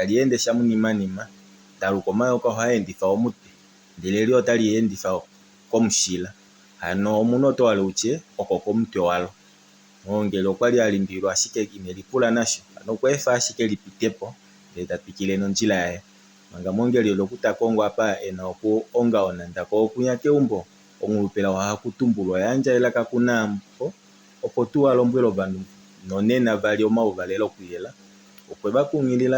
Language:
Kuanyama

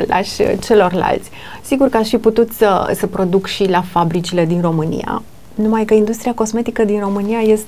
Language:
Romanian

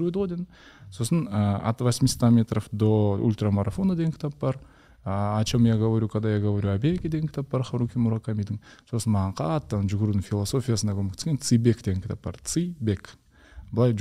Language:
Kazakh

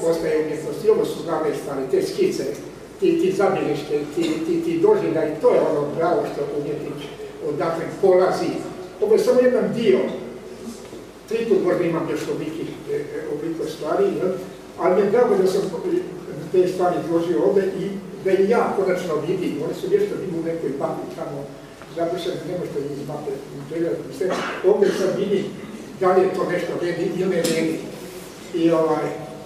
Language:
Croatian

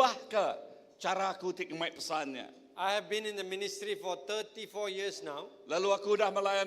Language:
Iban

